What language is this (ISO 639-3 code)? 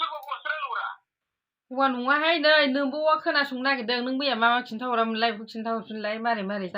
brx